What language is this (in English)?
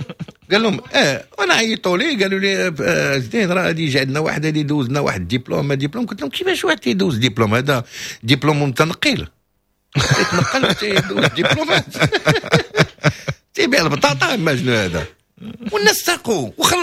Moroccan Arabic